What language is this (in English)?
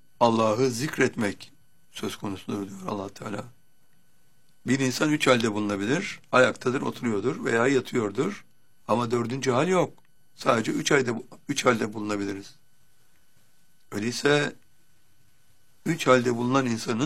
Turkish